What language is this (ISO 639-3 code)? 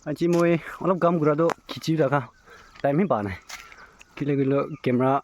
nag